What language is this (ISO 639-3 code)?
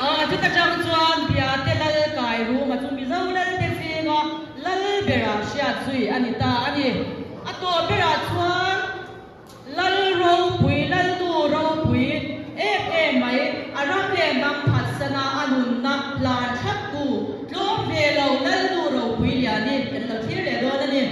lus